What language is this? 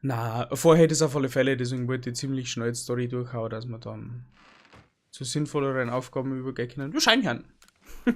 Bavarian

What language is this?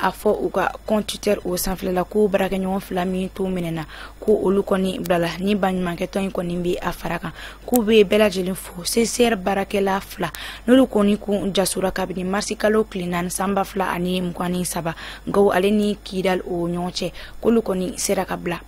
Bambara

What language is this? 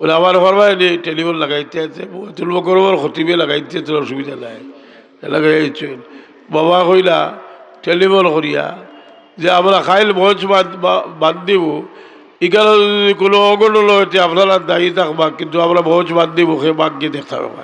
Sylheti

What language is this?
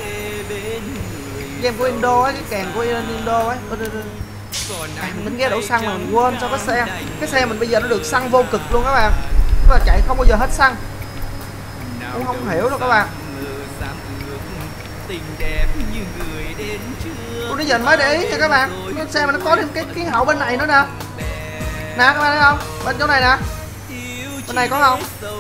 Vietnamese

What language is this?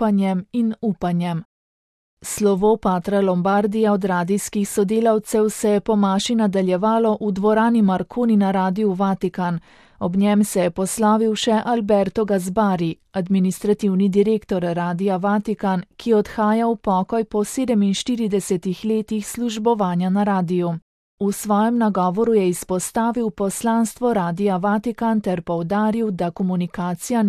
Slovenian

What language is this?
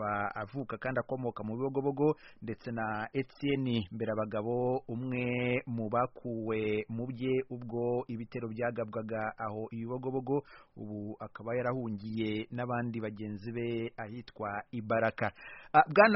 Kinyarwanda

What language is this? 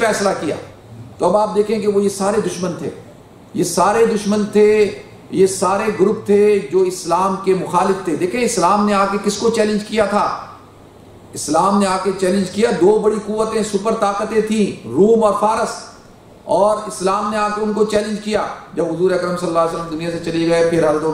Urdu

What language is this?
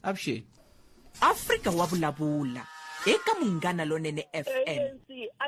Tsonga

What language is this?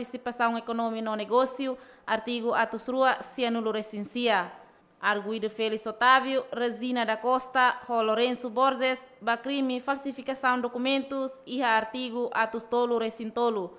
Tetum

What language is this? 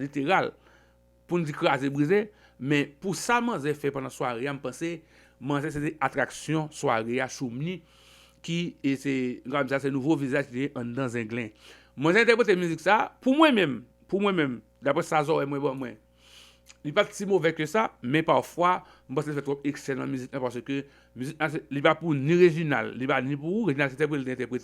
Haitian Creole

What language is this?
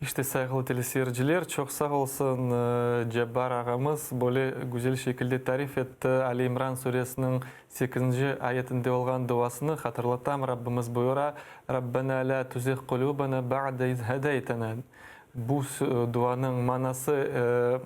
Crimean Tatar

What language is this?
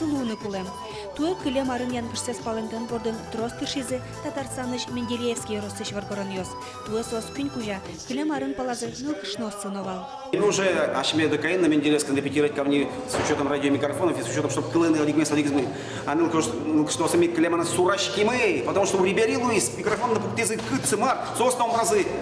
Udmurt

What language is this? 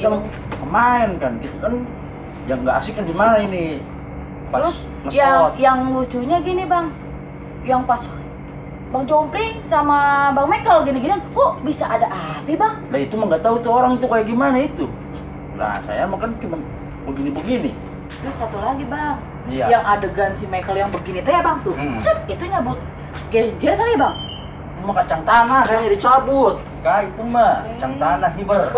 Betawi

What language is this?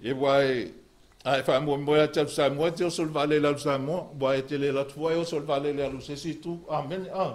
Samoan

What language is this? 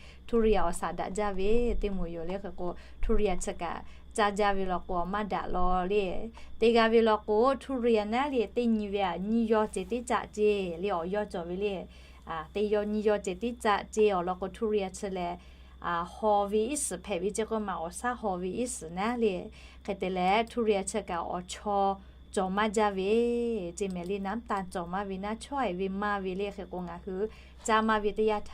Lahu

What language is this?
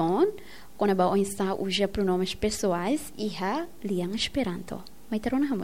Tetum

